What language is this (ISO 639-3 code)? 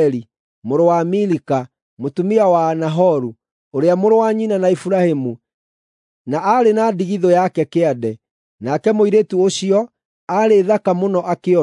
kik